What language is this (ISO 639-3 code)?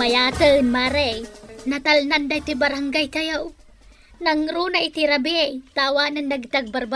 ilo